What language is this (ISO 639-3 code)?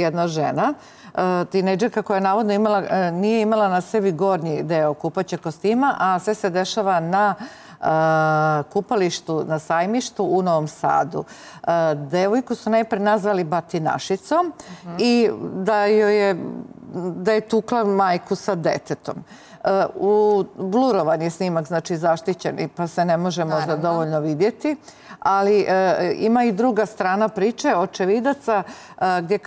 srp